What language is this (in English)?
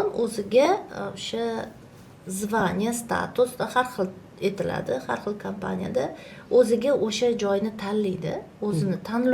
Uzbek